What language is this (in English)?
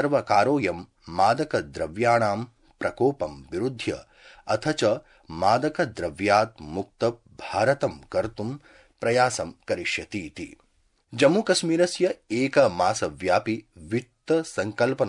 Sanskrit